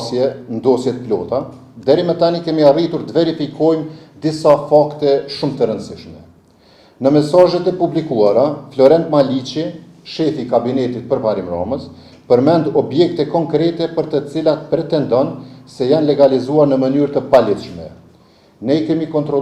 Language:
Albanian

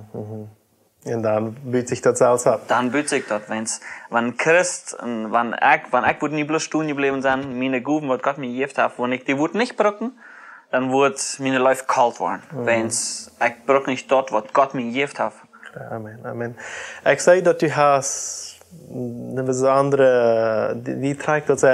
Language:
Plautdietsch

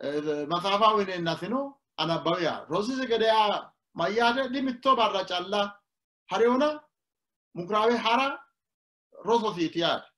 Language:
Sidamo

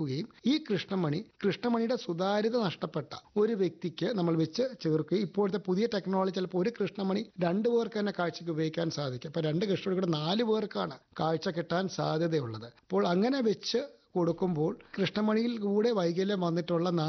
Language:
Malayalam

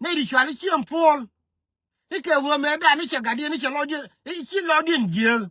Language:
Nuer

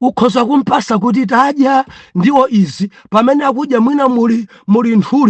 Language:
Nyanja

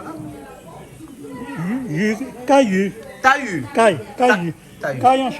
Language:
Réunion Creole French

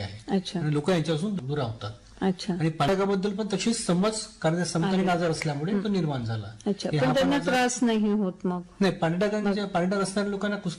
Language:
Marathi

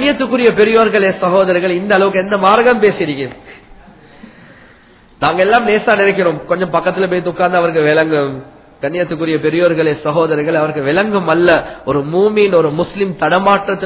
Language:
Tamil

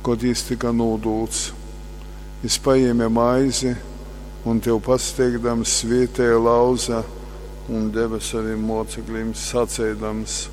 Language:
Latgalian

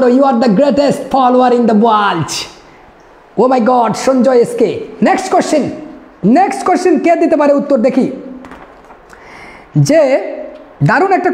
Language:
Bangla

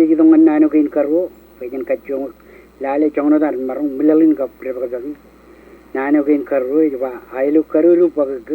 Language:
Marshallese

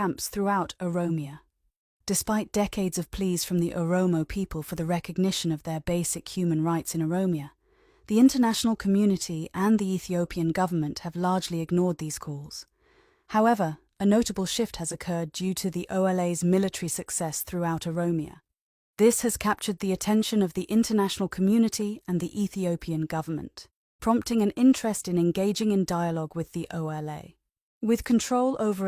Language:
English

